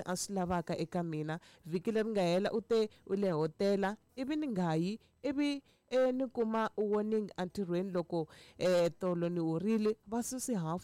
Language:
Tsonga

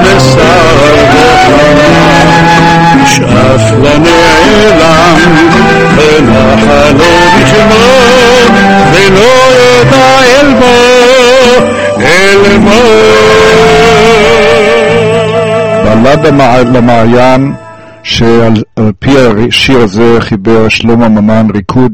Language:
Hebrew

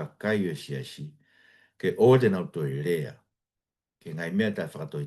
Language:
Tongan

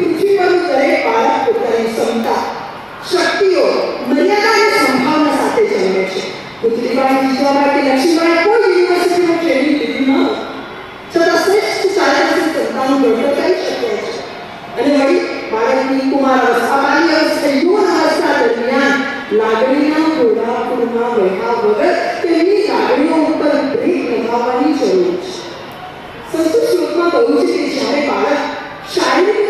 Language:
Gujarati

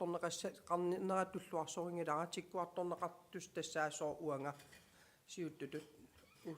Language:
Kalaallisut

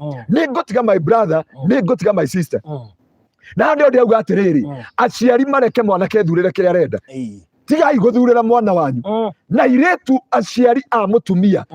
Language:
Kikuyu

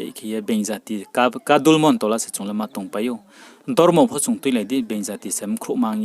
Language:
Riang (India)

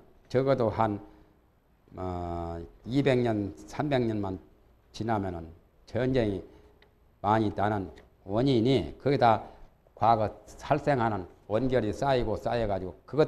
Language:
Korean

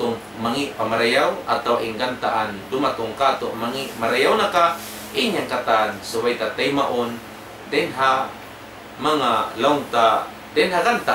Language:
Tausug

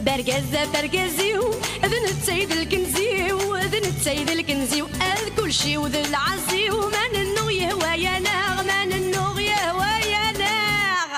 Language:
Kabyle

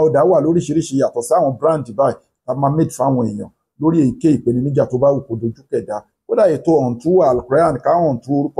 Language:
Yoruba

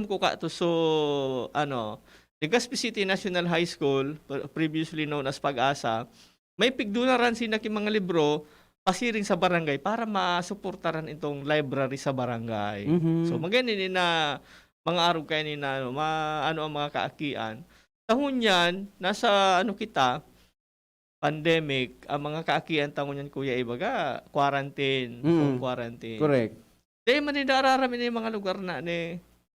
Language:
Bikol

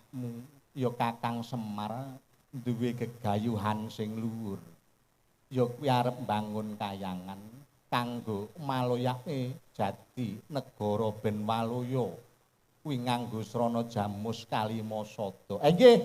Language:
Javanese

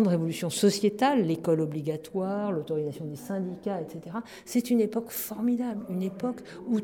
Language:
French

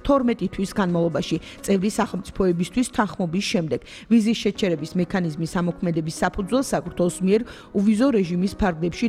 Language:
Georgian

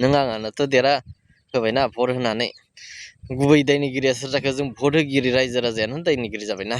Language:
Bodo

